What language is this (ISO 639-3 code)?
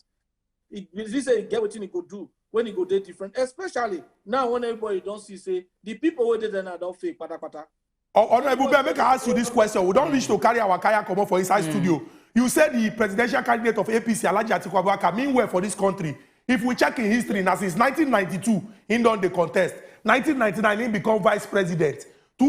pcm